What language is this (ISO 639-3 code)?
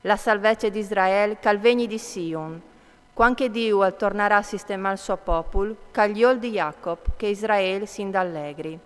fur